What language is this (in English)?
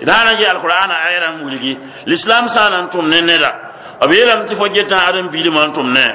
Mossi